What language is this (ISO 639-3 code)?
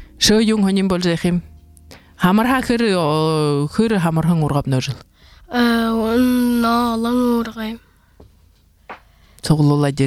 bua